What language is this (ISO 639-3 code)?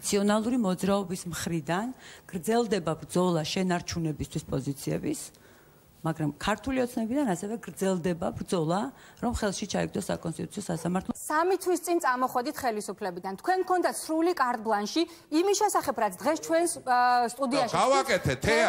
kat